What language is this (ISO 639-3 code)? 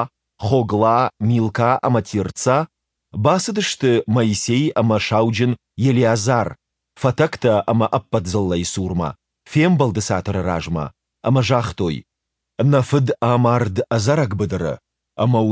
oss